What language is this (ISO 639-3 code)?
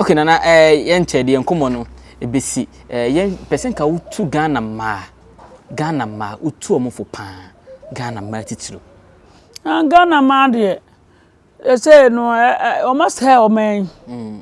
aka